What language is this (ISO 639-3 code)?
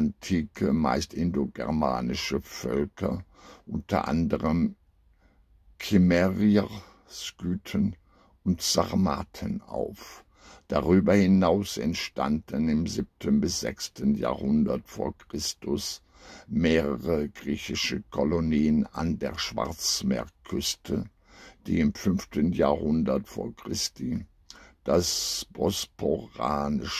deu